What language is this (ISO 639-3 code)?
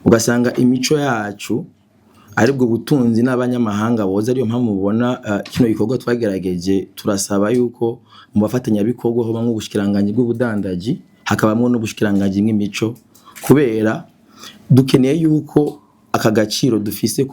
run